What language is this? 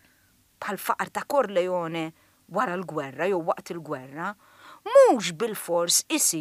Maltese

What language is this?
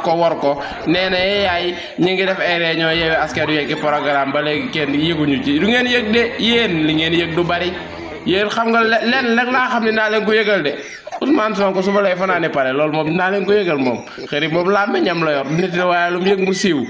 Wolof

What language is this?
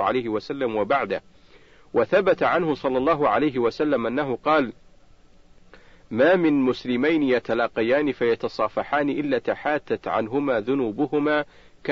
Arabic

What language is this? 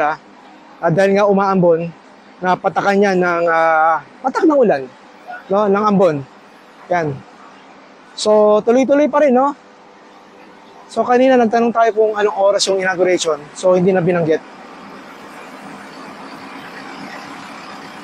Filipino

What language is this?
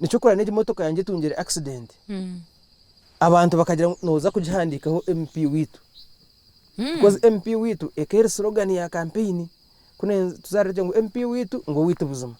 Nyankole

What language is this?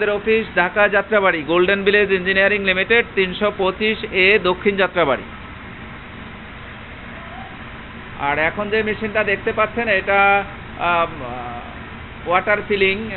Bangla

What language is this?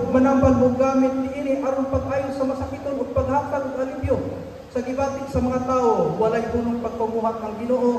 Cebuano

